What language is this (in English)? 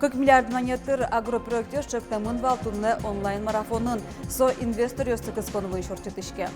Udmurt